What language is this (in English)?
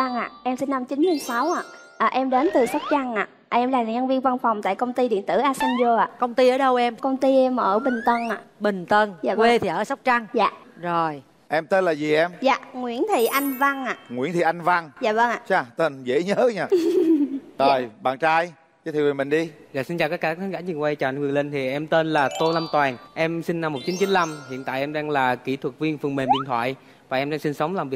Vietnamese